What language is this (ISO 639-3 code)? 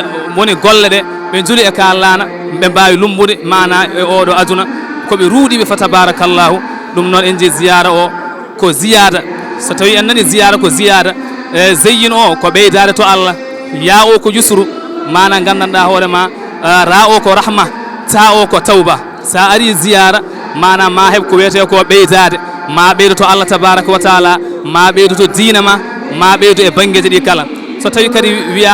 ful